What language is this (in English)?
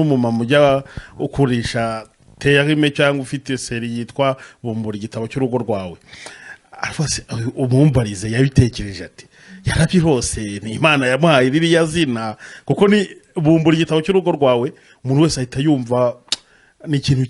Kinyarwanda